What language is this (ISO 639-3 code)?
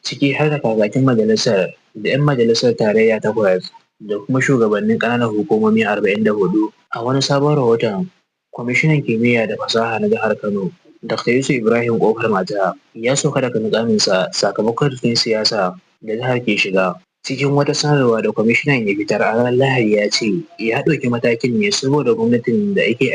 hau